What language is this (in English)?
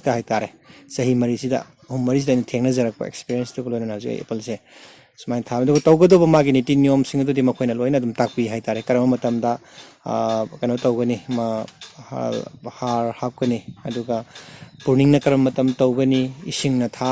Manipuri